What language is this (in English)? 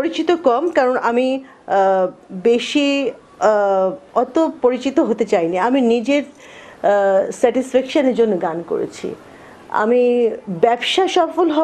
Bangla